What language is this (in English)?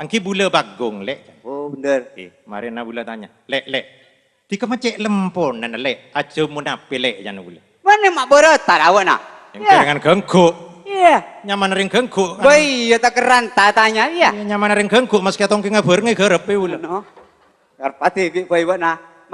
Madurese